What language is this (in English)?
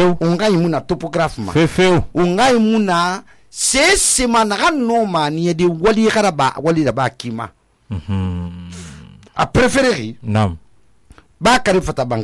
Susu